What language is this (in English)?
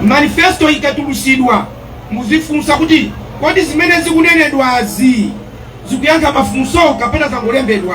Nyanja